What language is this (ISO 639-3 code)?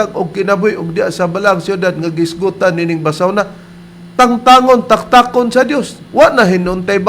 ceb